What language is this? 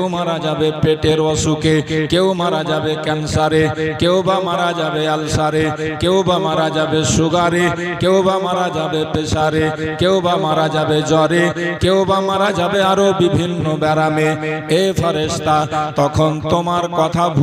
Bangla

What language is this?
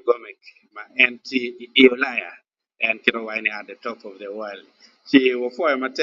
Acoli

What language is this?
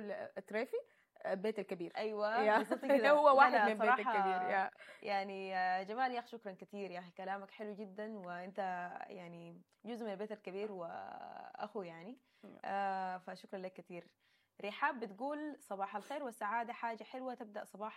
Sudanese Arabic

